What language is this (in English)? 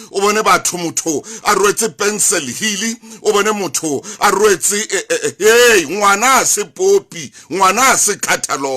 Southern Sotho